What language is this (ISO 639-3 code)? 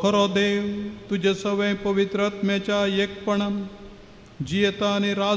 kok